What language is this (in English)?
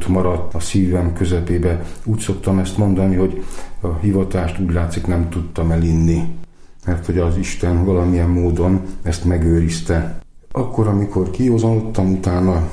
Hungarian